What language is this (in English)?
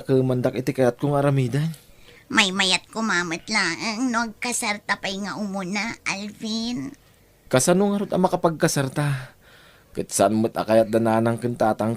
Iloko